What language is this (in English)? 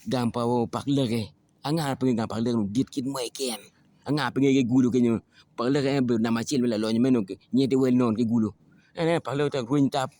Acoli